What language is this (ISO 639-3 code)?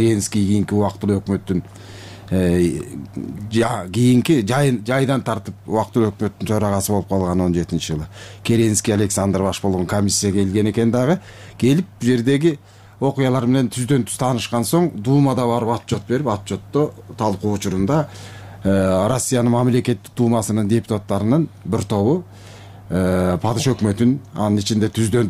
kir